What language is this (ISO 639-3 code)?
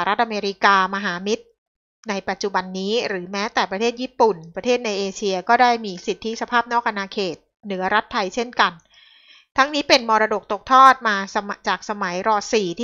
tha